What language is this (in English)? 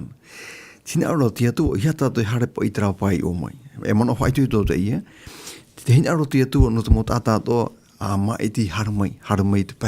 Tahitian